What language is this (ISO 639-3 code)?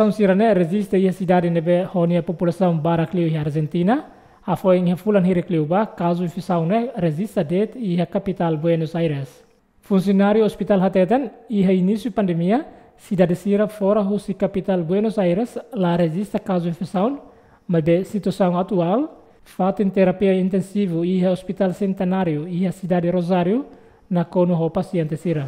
tet